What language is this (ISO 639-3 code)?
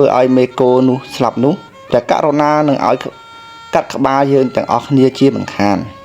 khm